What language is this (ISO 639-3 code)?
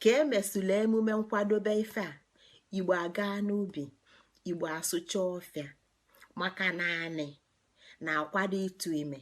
ibo